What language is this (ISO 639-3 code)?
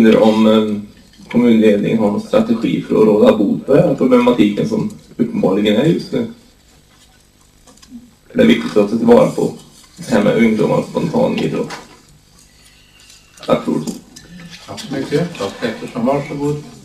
swe